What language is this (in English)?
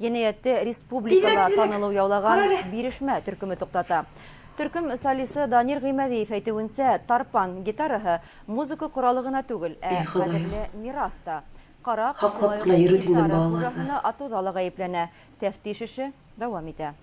Bashkir